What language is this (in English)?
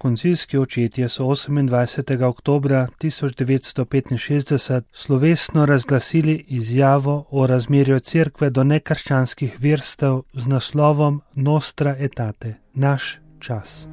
Slovenian